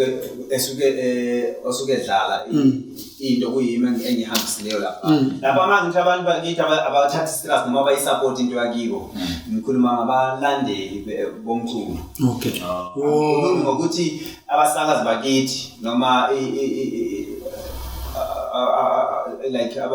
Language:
Zulu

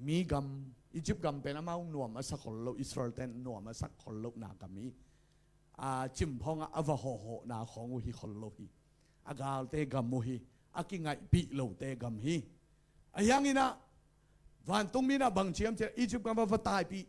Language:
Tedim Chin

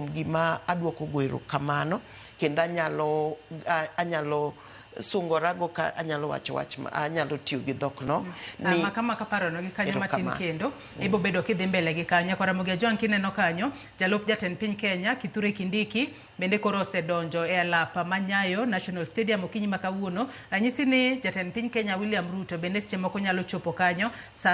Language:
Luo (Kenya and Tanzania)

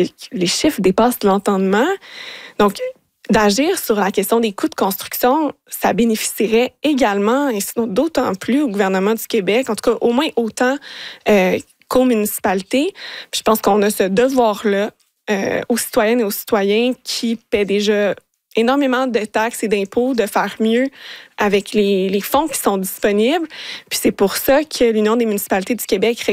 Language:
French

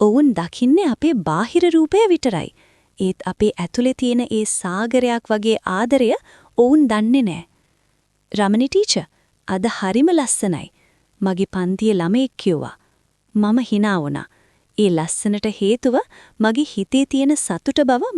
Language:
Sinhala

